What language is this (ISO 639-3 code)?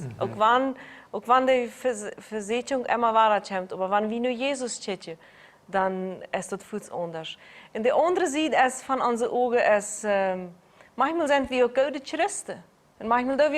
pdt